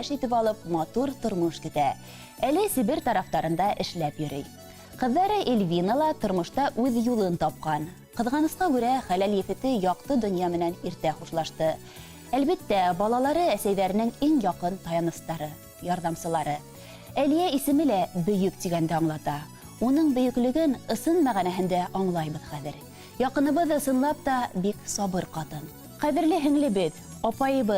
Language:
Bashkir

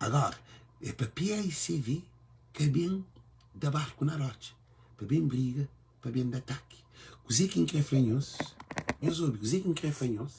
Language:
Kabuverdianu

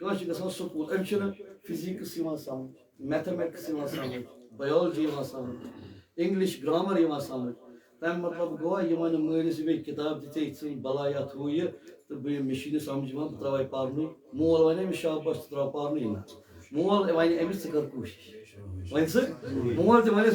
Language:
Kashmiri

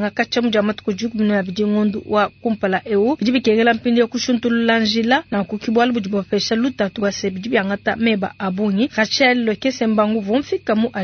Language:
Luba-Lulua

